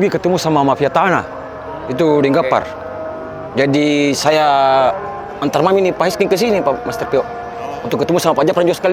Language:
Makassar Malay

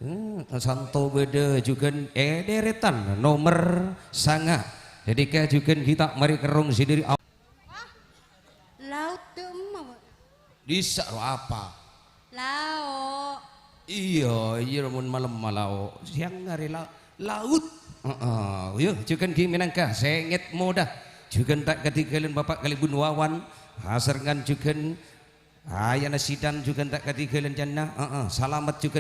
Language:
Madurese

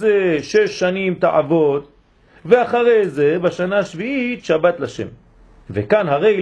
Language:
Hebrew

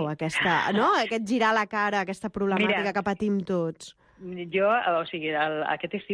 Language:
Catalan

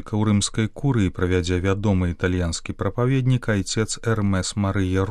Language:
Belarusian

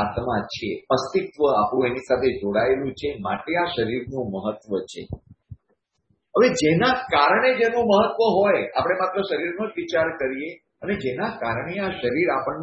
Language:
Gujarati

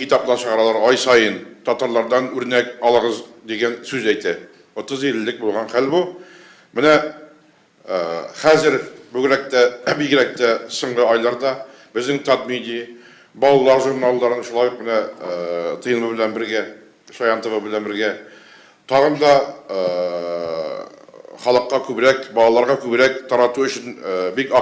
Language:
Tatar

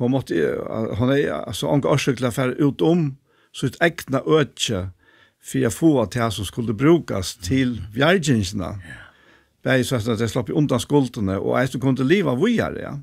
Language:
Faroese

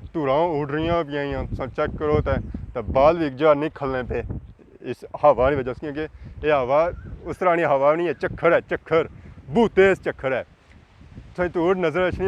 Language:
Pahari-Potwari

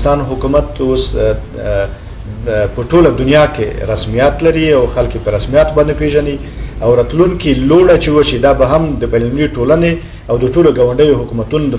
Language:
Pashto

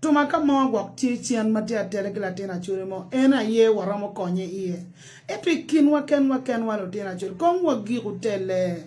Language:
Acoli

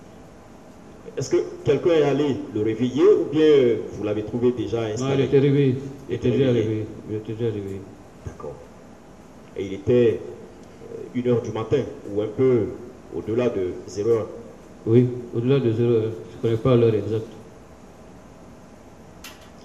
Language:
French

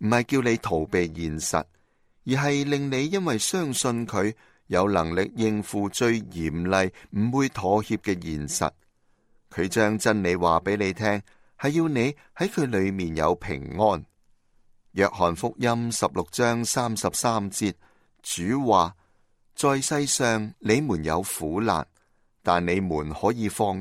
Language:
Cantonese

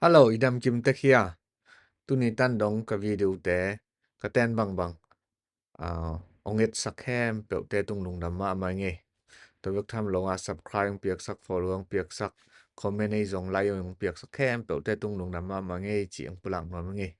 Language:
Tedim Chin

